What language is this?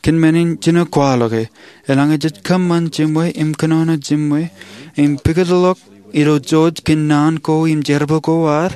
Marshallese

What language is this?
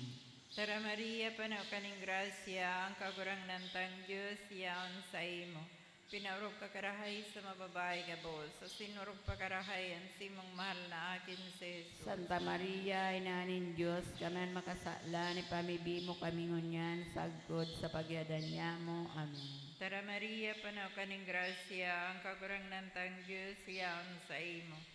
Bikol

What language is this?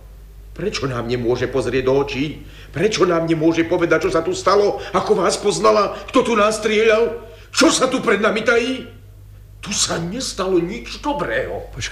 Slovak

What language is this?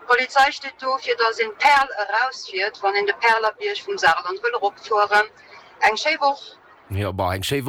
Luxembourgish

